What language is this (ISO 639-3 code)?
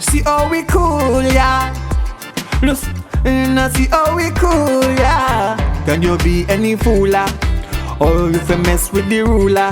jam